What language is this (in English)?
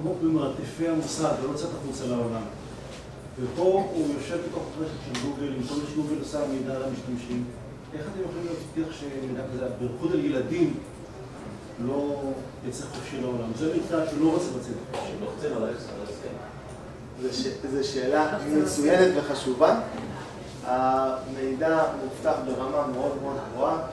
Hebrew